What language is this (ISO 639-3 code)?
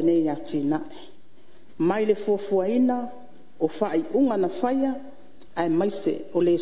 smo